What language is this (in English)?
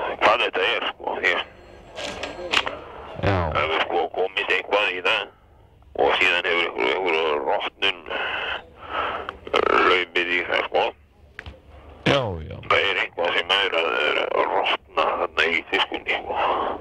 Icelandic